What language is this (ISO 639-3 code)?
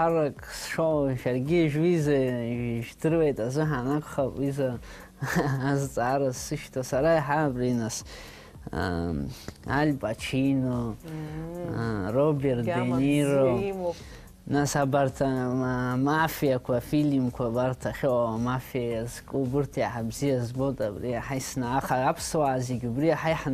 abk